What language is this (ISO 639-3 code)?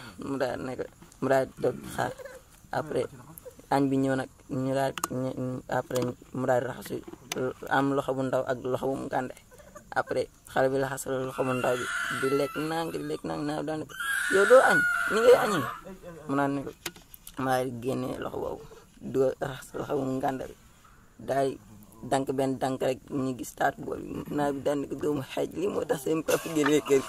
wol